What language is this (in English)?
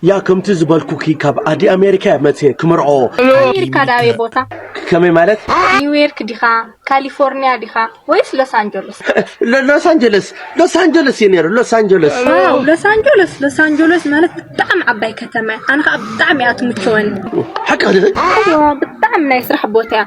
Tigrinya